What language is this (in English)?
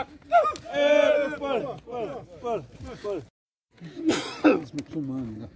Xavánte